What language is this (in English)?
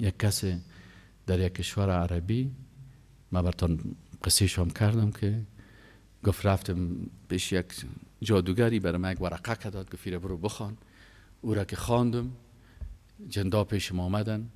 Persian